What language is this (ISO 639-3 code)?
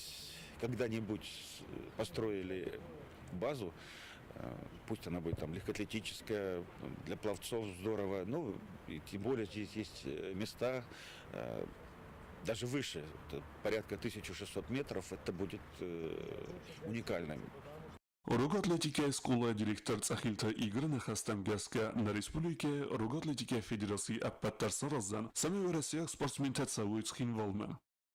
oss